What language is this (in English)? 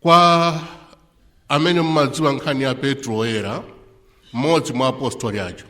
Nyanja